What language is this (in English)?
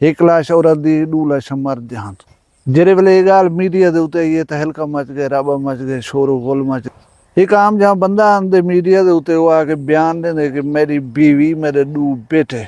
Saraiki